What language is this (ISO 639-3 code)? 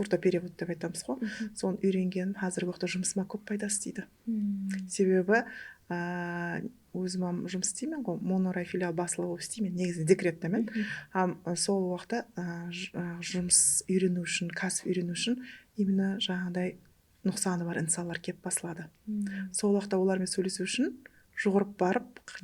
kaa